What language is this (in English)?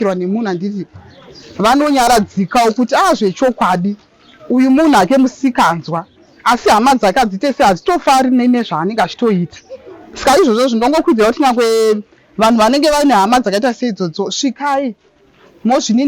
Shona